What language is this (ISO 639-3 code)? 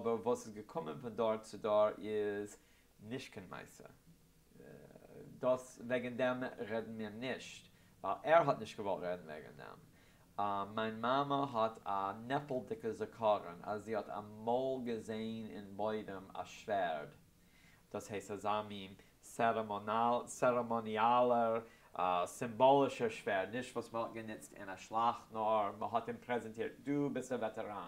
yid